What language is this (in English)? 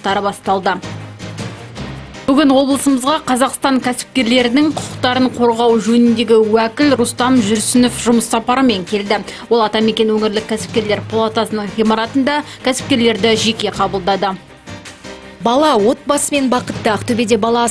Kazakh